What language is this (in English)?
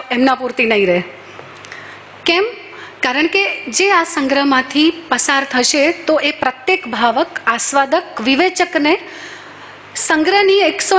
Gujarati